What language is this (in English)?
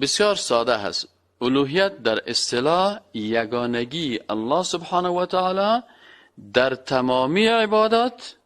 Persian